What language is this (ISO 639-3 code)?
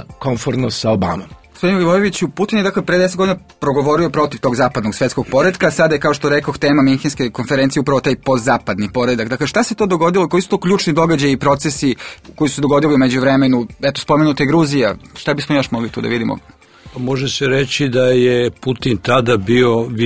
srp